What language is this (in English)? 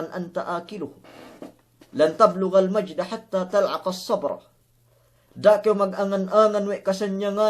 Yakan